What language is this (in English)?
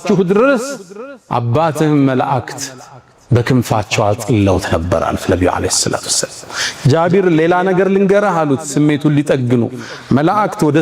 Amharic